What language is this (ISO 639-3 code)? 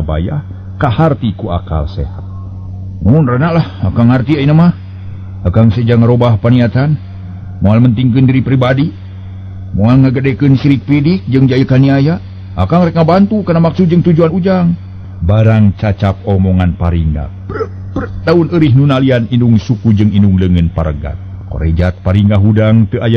sun